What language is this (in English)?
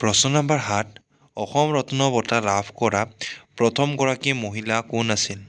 Assamese